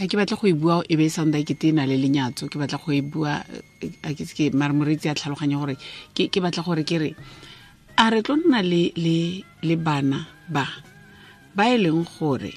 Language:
Tswana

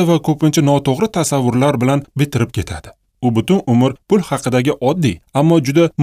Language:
Uzbek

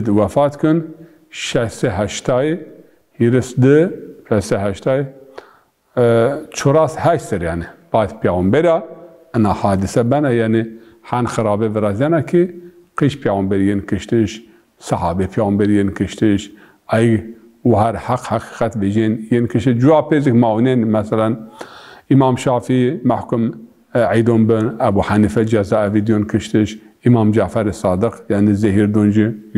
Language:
Zaza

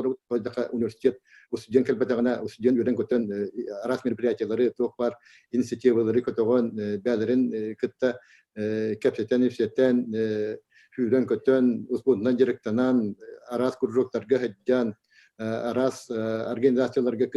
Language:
Yakut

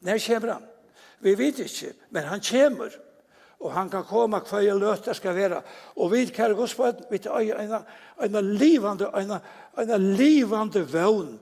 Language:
Faroese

